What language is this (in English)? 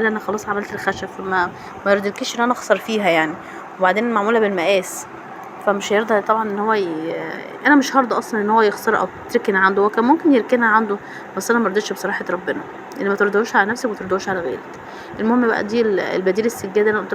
Egyptian Arabic